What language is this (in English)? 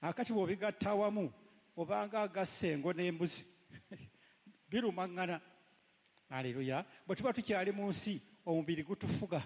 Ganda